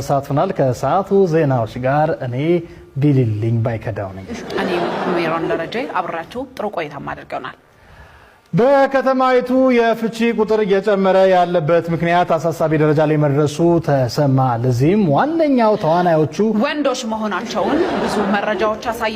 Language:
Amharic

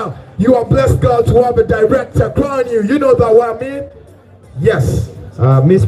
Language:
Soga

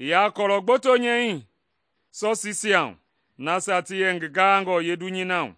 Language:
Mende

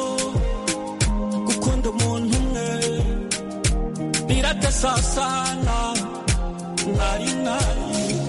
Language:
Kinyarwanda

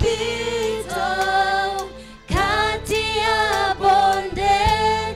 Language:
Swahili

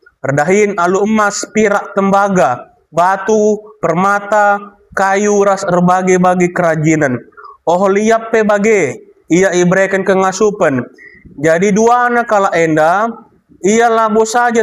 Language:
Batak Karo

